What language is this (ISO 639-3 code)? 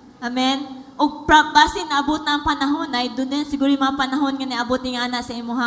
ceb